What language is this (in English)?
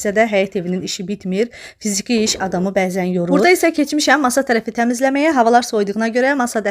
Azerbaijani